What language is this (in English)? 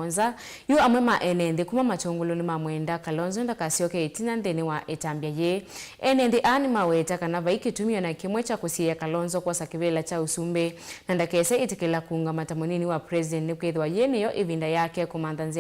Kamba